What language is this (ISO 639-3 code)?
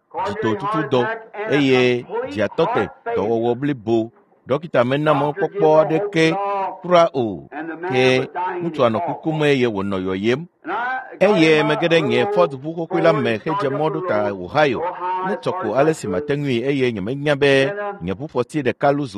ewe